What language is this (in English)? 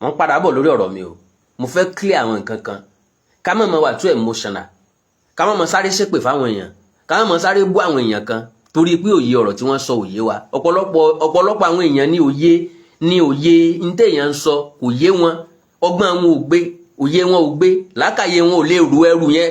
Yoruba